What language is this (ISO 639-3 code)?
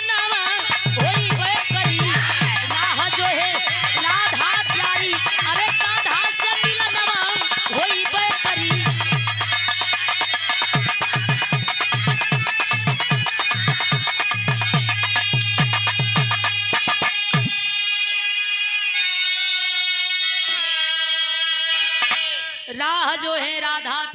bho